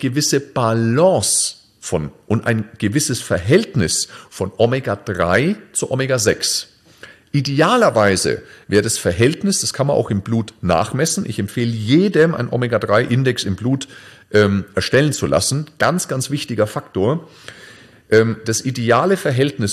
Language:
German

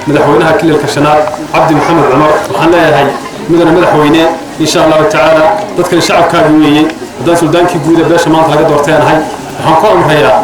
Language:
Somali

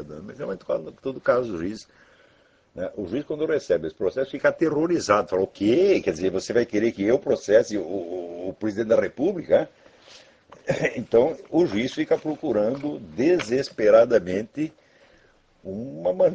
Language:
Portuguese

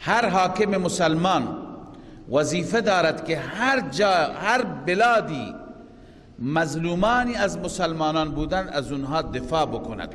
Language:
Persian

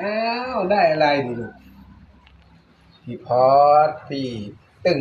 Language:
Lao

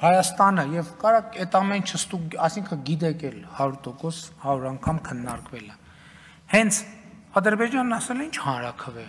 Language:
Armenian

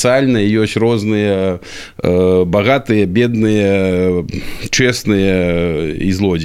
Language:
Belarusian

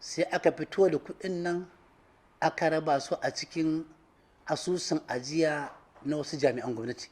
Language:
Hausa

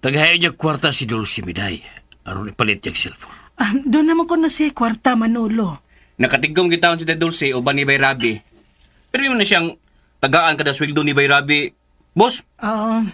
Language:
Cebuano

